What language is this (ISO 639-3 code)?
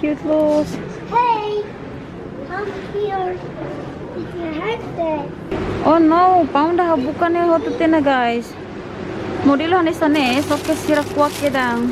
tet